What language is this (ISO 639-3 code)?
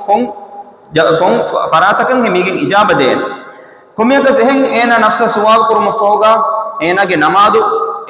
div